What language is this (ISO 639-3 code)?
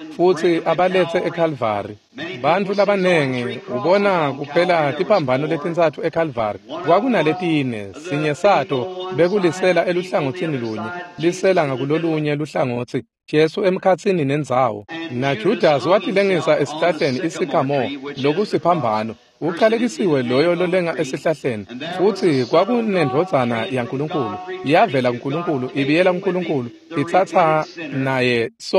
ssw